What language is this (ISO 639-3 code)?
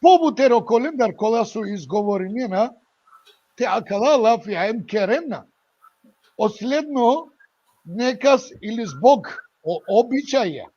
rmn